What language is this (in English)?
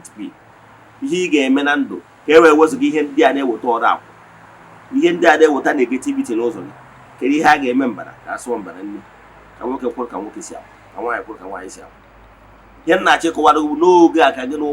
Igbo